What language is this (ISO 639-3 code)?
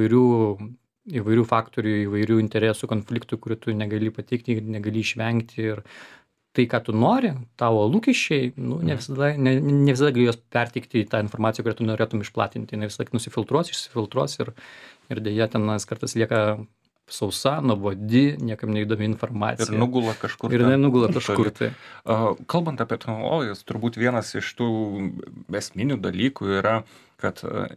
lit